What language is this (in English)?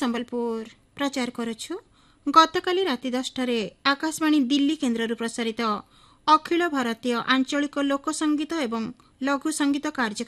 Odia